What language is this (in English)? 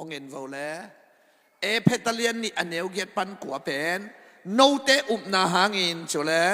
Tedim Chin